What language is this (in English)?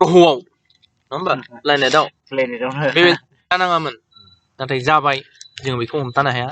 Bodo